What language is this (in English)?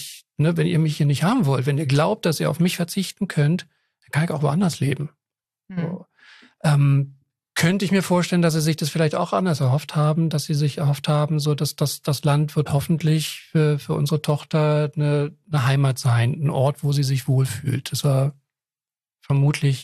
German